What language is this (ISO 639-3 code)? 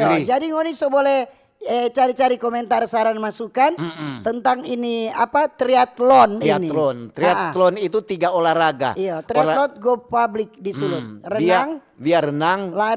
xmm